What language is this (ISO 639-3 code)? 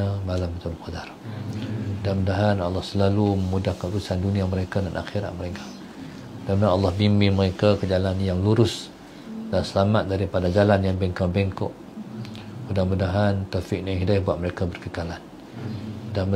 msa